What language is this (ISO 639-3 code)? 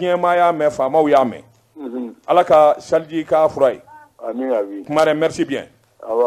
bam